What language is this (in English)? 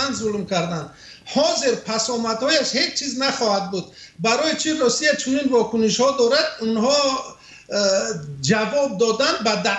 Persian